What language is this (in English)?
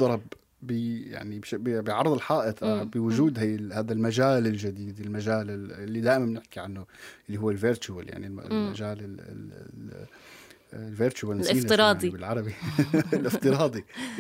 North Levantine Arabic